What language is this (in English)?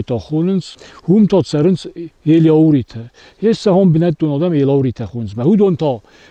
Ossetic